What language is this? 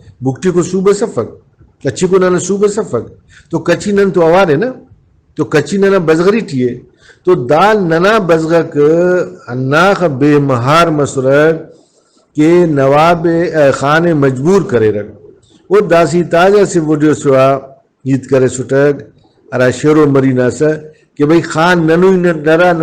Brahui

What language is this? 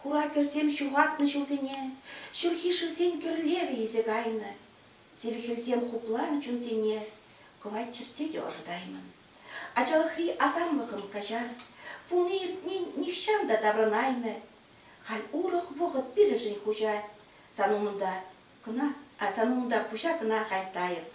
Chuvash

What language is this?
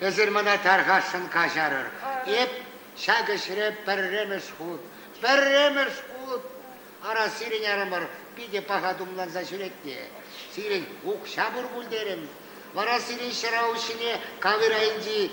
Chuvash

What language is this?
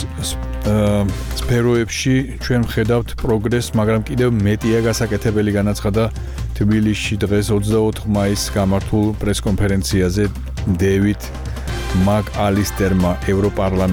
Georgian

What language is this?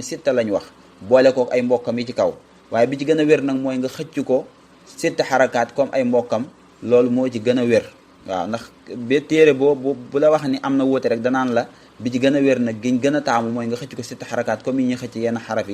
Wolof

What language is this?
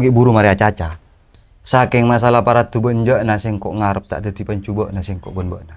Madurese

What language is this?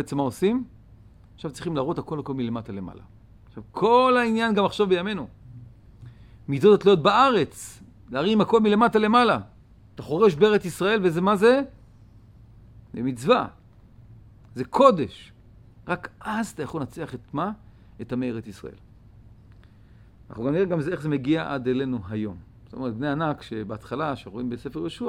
Hebrew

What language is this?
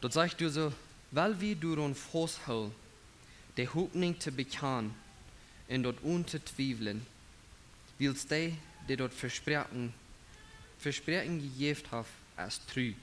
Plautdietsch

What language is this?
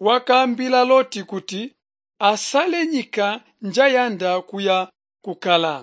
Tonga (Zambia)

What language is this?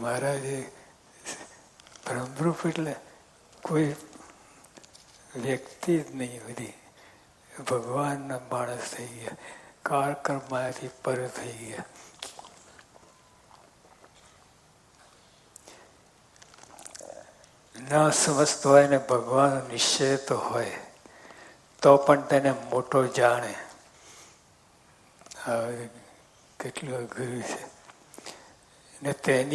Gujarati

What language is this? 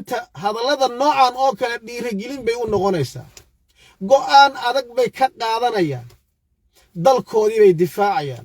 Somali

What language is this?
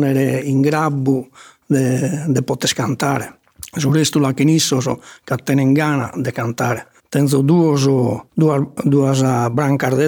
Sardinian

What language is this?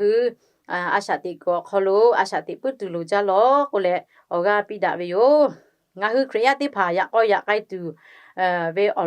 Lahu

